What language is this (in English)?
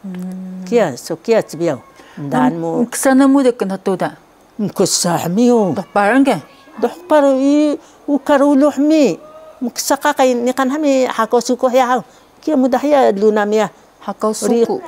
Taroko